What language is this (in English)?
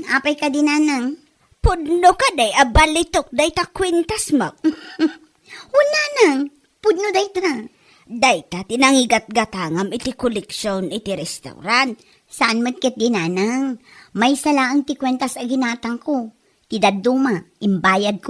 Iloko